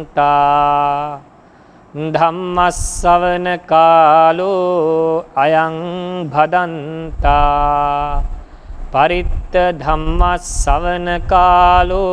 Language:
Pali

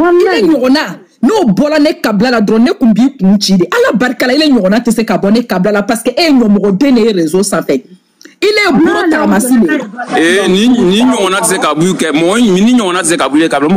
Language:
Bambara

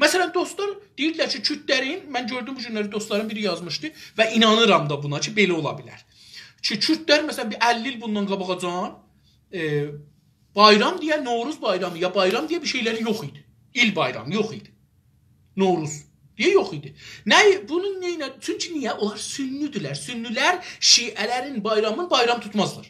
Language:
South Azerbaijani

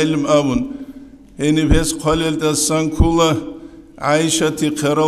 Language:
Avaric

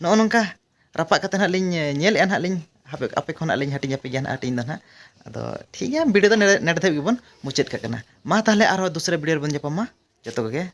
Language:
Santali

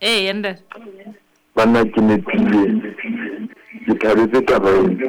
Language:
Southern Sotho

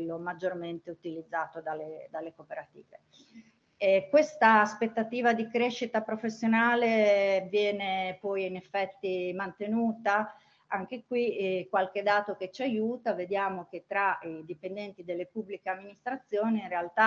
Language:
Italian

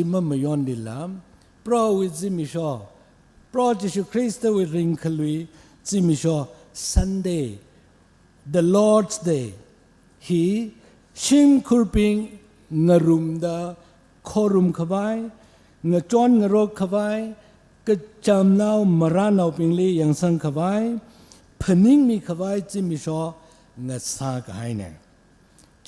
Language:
Tangkhul Naga (India)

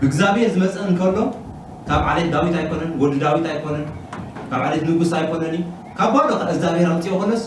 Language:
Tigrinya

